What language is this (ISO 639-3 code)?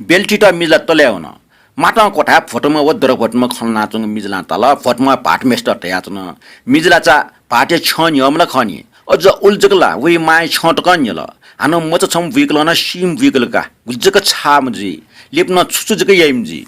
new